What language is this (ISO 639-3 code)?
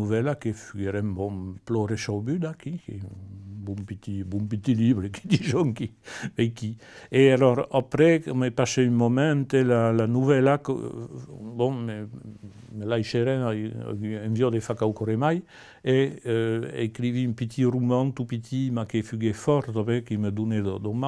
oci